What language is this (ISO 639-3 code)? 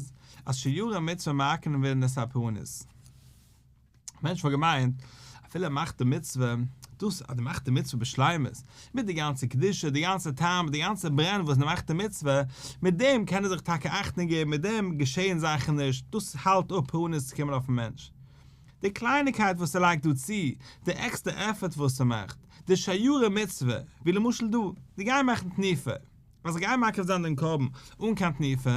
yid